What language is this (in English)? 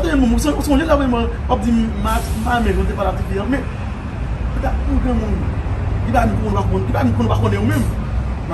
Haitian Creole